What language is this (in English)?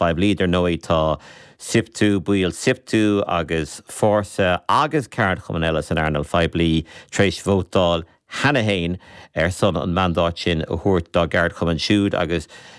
Irish